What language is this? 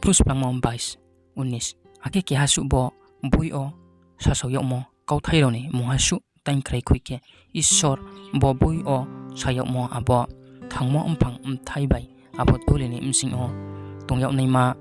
Riang (India)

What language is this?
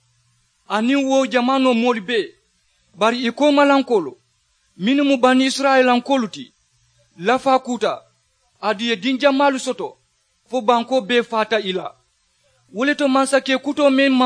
Mandingo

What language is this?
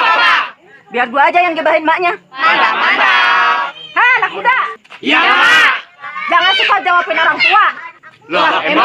Betawi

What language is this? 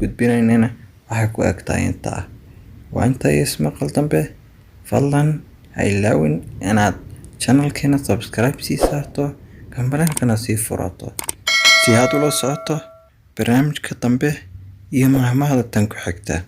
Somali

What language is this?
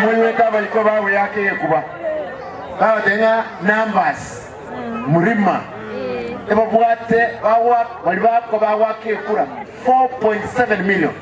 Gusii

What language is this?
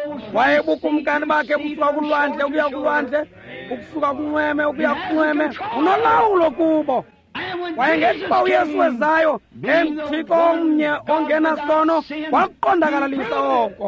Xhosa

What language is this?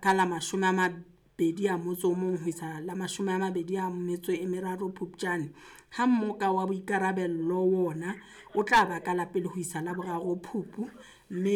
Southern Sotho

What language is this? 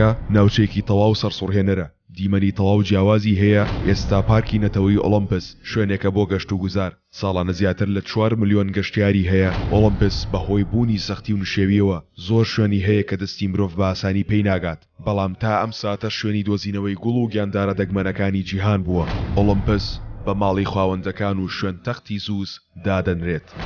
Central Kurdish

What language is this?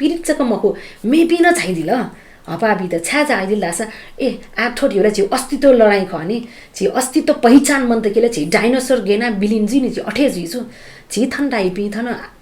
Newari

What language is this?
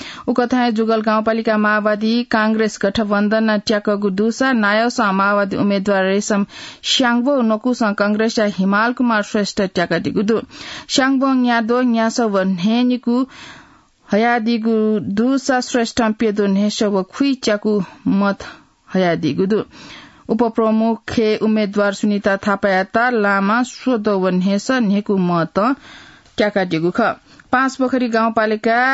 Newari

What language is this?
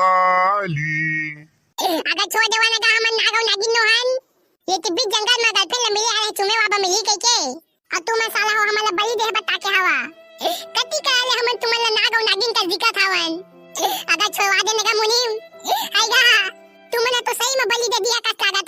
Chhattisgarhi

